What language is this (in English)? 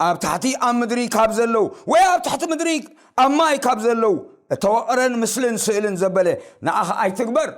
Tigrinya